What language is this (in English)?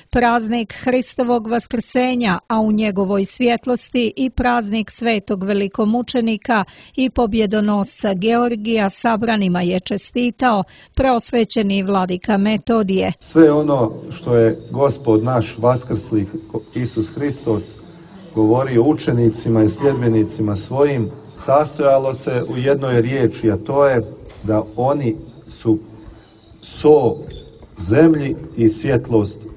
Serbian